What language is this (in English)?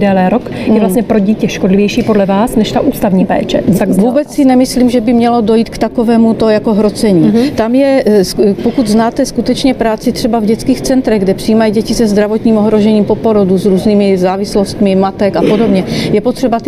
Czech